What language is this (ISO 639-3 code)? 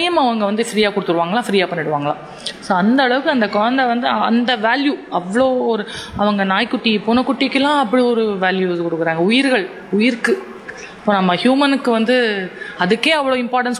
tam